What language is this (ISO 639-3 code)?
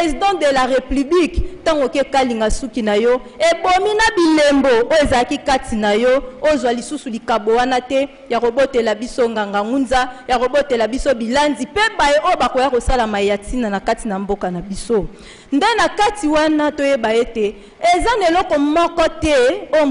lin